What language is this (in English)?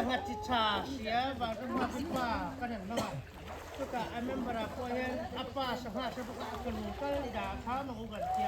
Mizo